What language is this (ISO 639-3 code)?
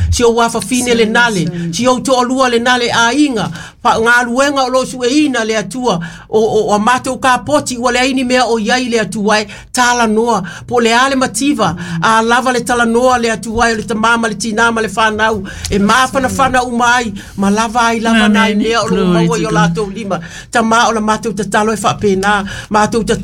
smo